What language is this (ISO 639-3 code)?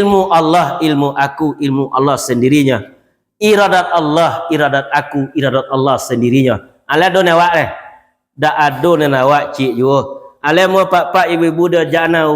min